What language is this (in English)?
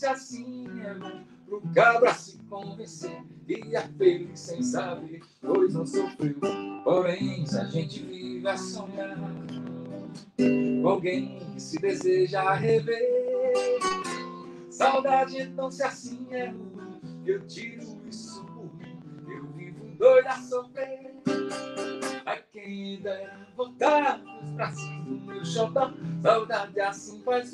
Portuguese